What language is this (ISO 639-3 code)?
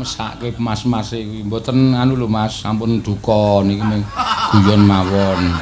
jav